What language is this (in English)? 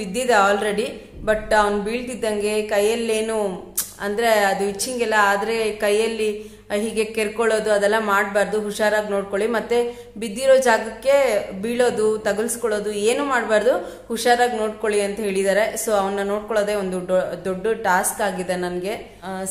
Kannada